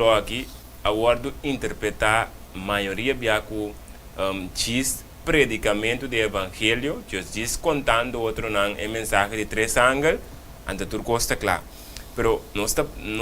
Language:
Papiamento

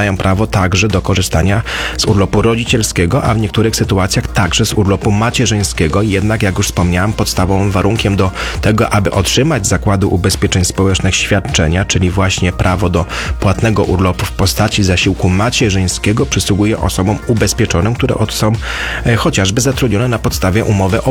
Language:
Polish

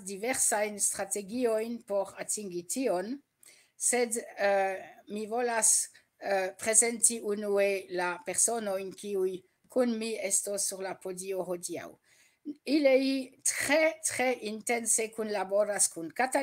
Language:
Esperanto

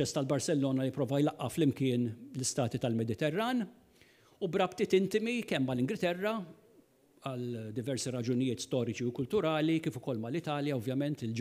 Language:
Maltese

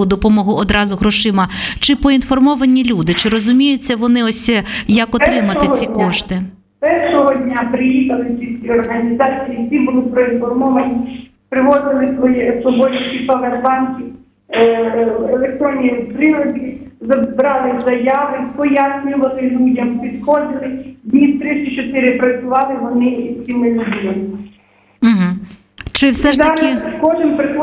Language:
Ukrainian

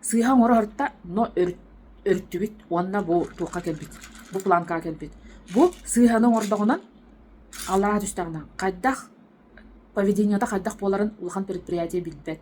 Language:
Yakut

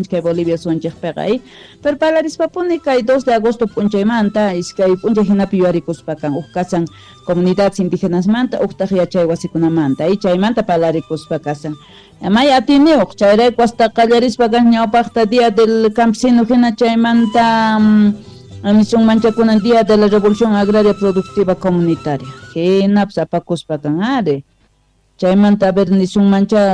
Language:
South Bolivian Quechua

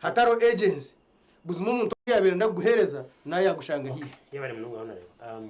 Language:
Nyankole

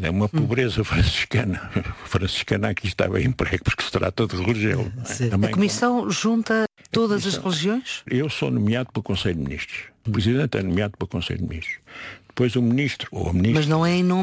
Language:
Portuguese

